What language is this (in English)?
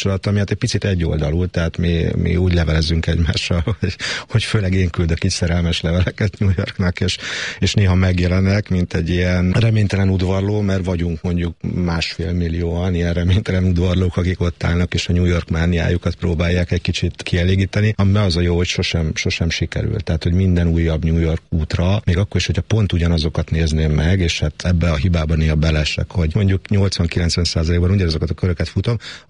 Hungarian